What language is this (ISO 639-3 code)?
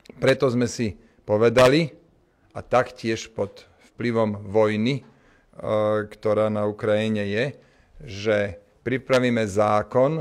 slk